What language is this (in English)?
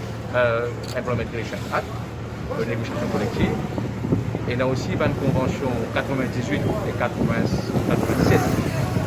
Morisyen